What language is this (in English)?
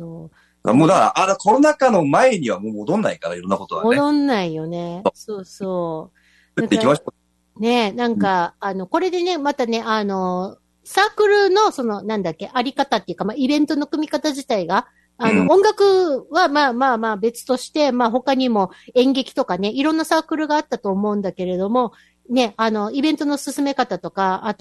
Japanese